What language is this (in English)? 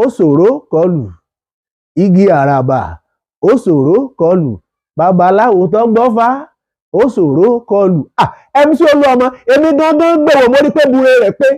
Yoruba